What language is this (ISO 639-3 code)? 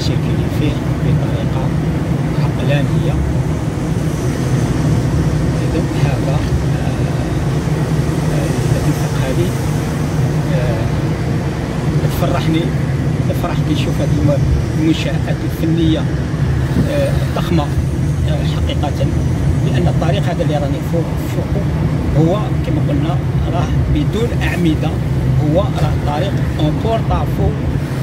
arq